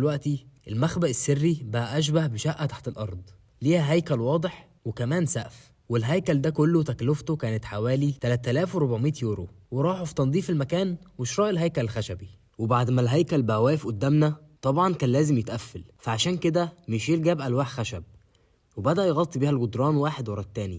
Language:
Egyptian Arabic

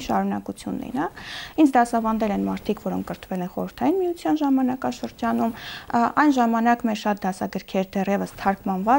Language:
Armenian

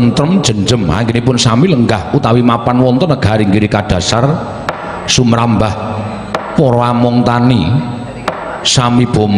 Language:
Javanese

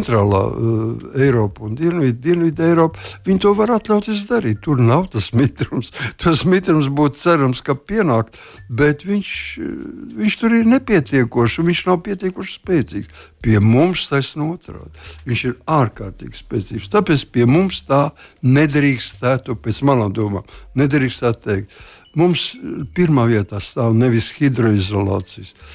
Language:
Latvian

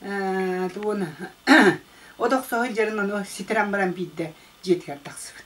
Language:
Yakut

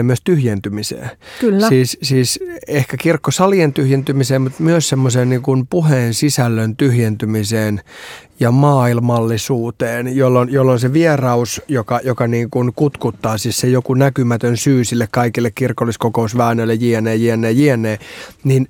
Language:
Finnish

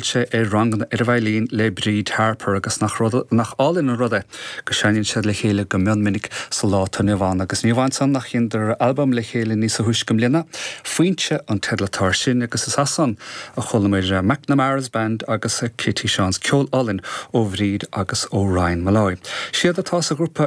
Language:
Irish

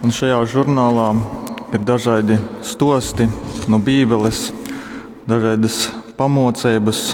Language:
Latgalian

